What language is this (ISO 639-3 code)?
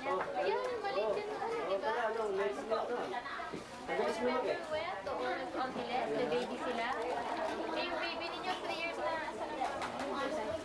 ilo